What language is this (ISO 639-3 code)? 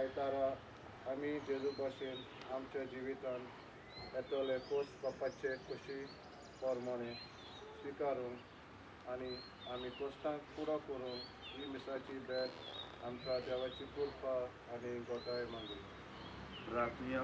kok